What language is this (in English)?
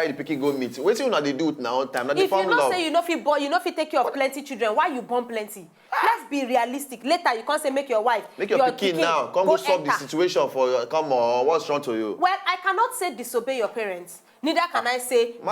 Nigerian Pidgin